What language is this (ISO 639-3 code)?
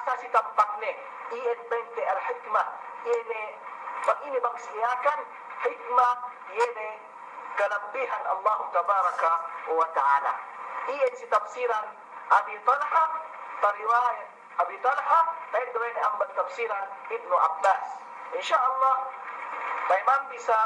yka